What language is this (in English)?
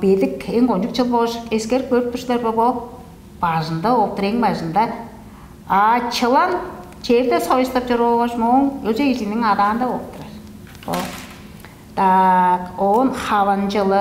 Tuvinian